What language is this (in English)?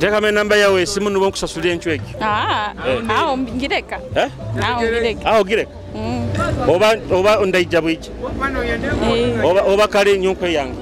Nyoro